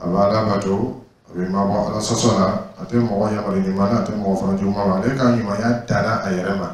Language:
Dyula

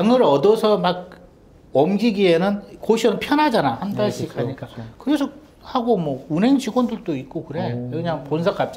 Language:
Korean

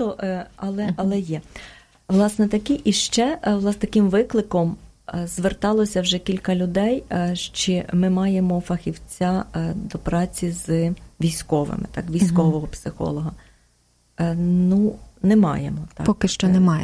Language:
Ukrainian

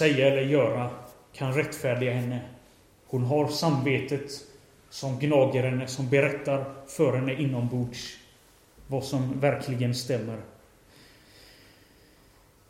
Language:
Swedish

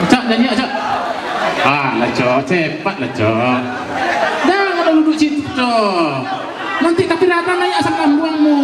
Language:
Minangkabau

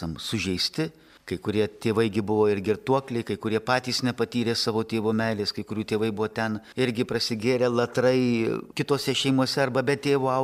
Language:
Lithuanian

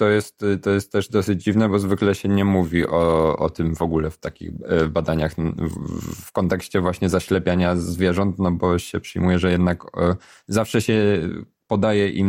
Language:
Polish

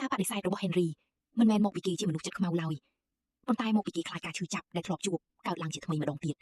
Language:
Khmer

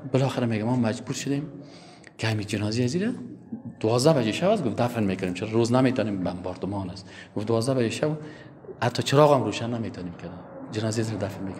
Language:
Persian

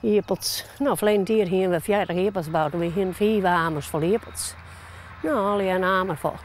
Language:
Western Frisian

